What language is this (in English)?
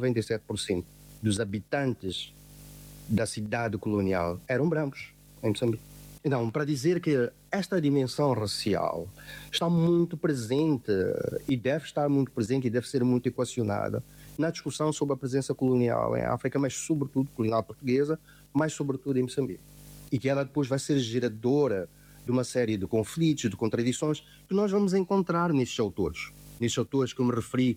Portuguese